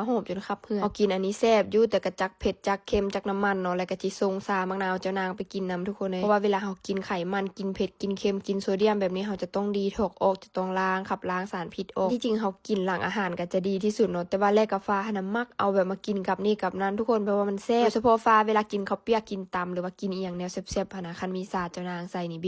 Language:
Lao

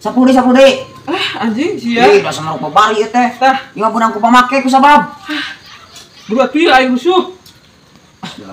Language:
Sundanese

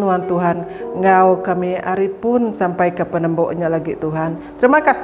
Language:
Iban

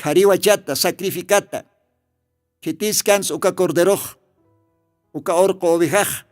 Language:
Aymara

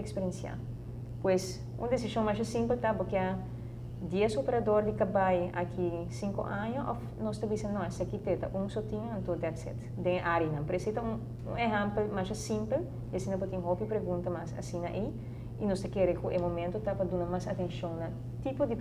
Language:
Papiamento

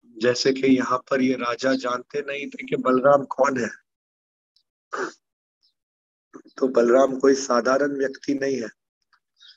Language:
Hindi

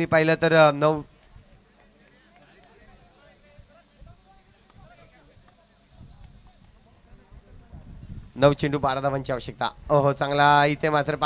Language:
Marathi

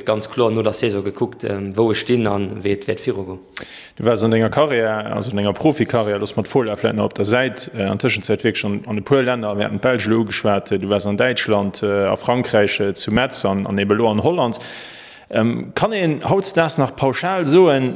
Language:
Luxembourgish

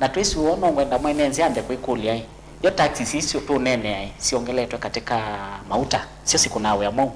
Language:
Kamba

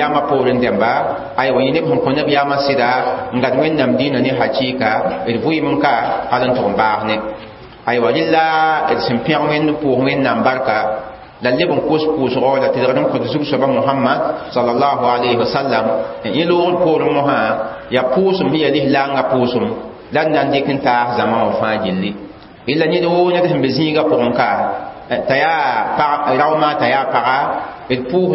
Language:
Mossi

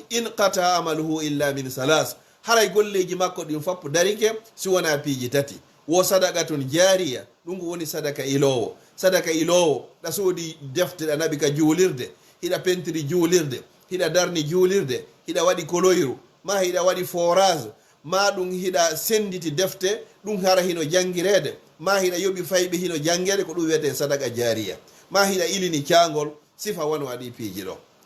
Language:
Fula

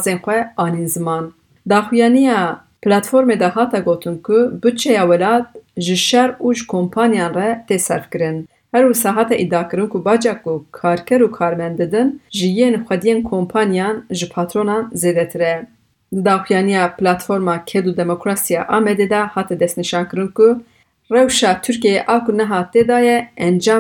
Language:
Kurdish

